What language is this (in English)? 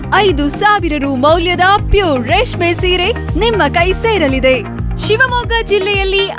Kannada